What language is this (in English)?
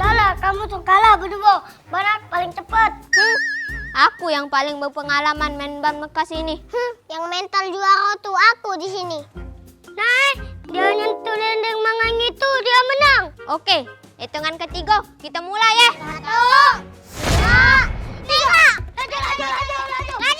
Musi